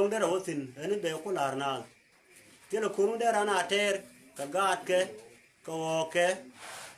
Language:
Nuer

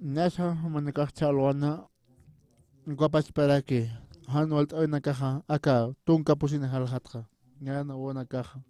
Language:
Aymara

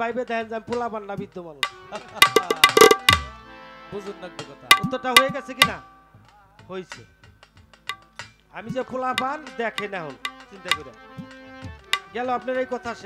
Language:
Bangla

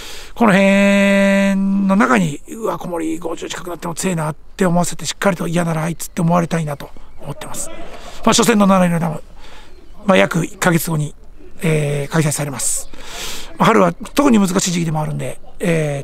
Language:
Japanese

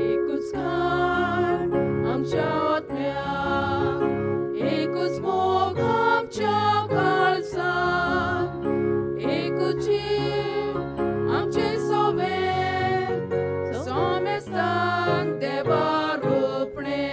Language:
Konkani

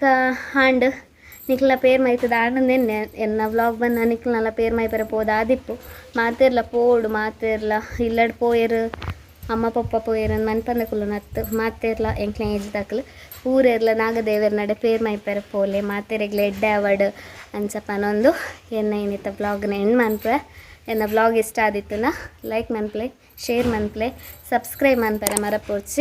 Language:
Tulu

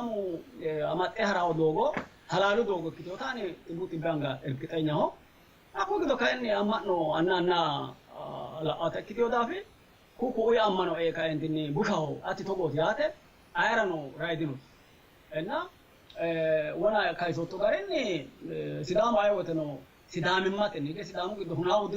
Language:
Sidamo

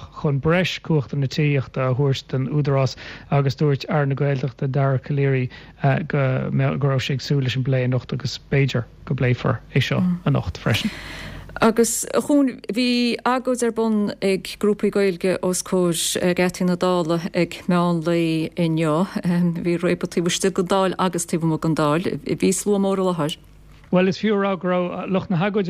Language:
Irish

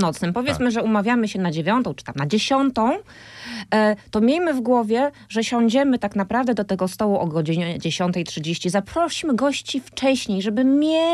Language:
Polish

